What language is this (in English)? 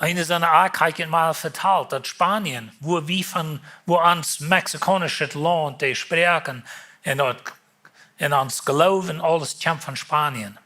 Plautdietsch